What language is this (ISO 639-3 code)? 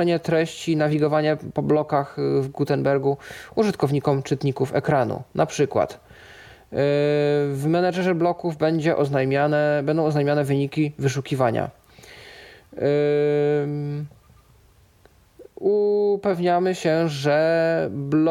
pol